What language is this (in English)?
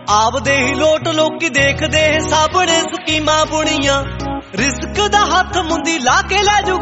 Punjabi